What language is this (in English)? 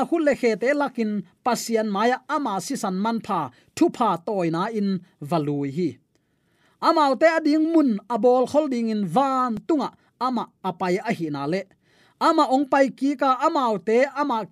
Tedim Chin